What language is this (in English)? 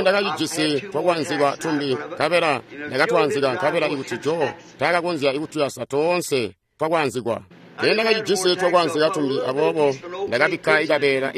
Tonga (Zambia)